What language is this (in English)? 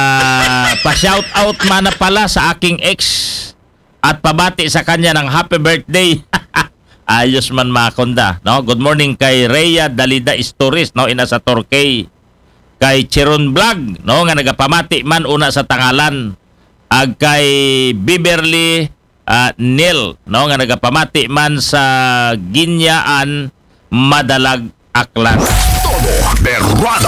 Aklanon